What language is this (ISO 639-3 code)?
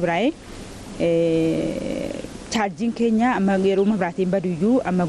orm